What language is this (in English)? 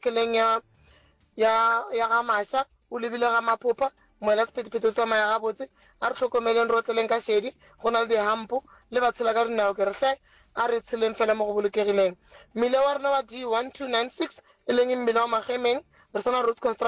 Northern Sotho